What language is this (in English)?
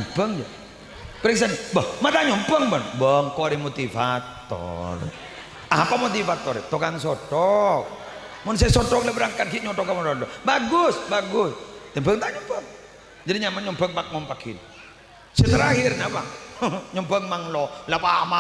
Madurese